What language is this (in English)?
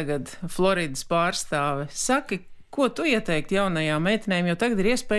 Latvian